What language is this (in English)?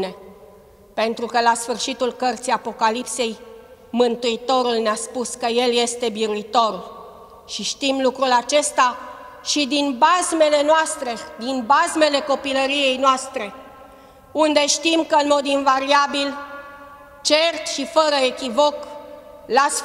Romanian